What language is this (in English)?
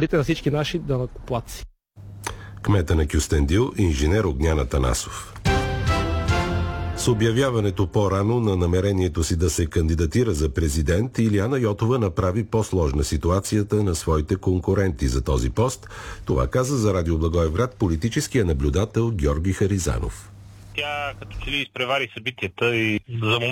Bulgarian